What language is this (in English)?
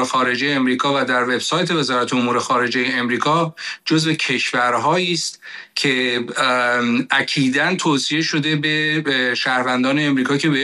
Persian